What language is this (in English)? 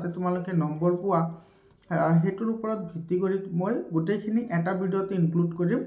Assamese